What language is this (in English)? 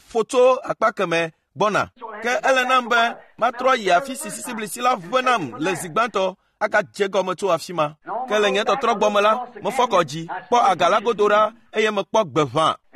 Ewe